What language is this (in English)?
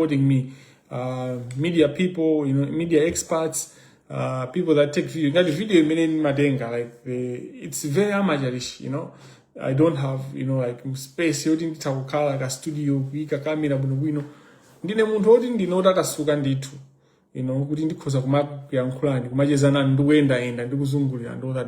Nyanja